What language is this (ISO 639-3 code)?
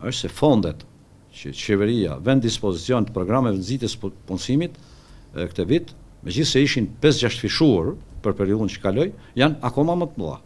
sqi